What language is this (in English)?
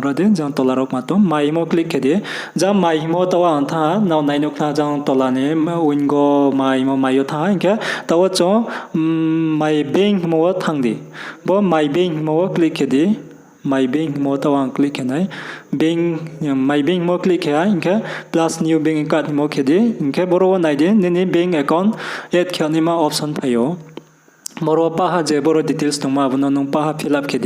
Riang (India)